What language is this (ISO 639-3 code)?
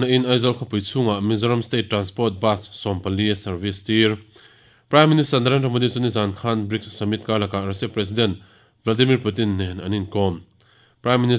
lus